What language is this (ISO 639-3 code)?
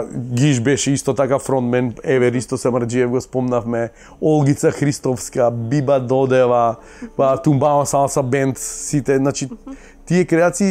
mkd